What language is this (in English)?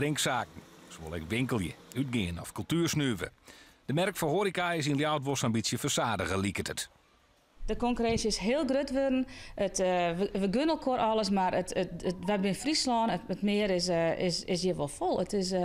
Western Frisian